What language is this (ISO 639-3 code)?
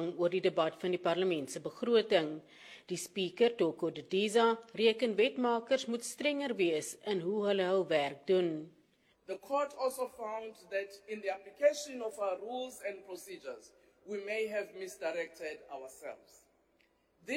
afr